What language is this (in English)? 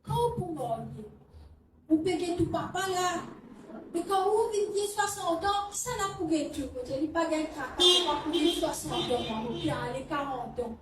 Morisyen